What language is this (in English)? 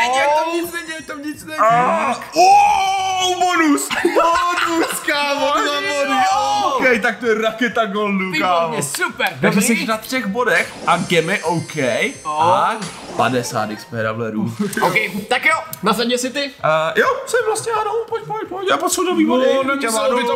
Czech